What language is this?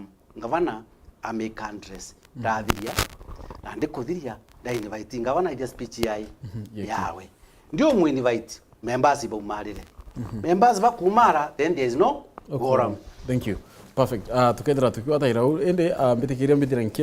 Meru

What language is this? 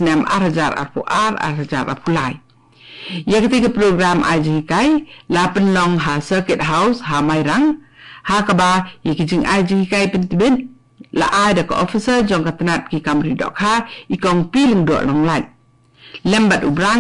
Khasi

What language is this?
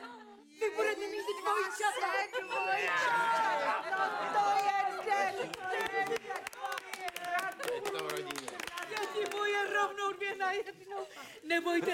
Czech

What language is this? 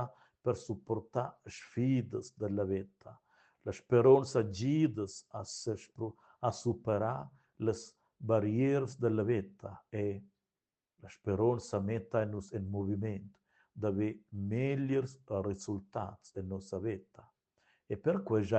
Romansh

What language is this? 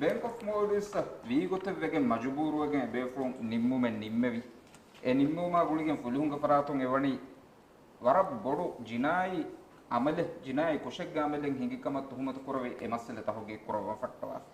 Divehi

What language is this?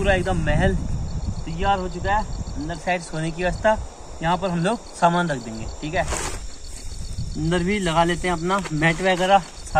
Hindi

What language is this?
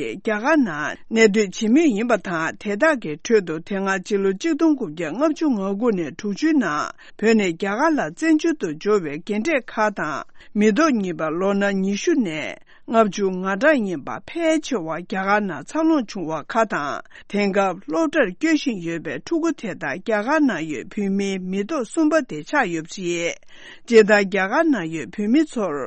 Tibetan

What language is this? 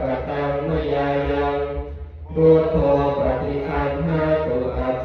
Pali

